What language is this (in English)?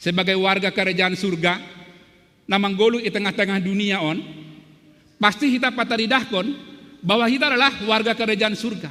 Batak Simalungun